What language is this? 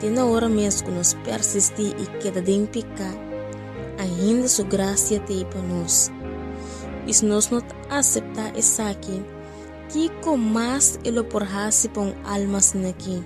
Papiamento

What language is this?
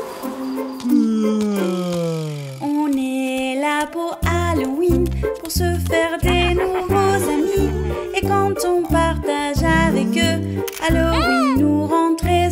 French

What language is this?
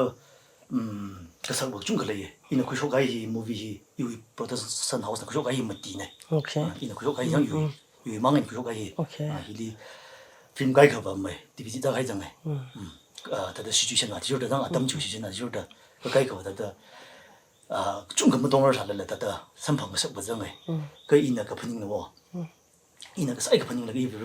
Tangkhul Naga (India)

